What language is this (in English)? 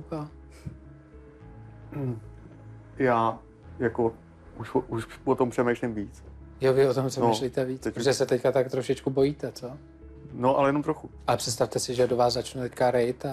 Czech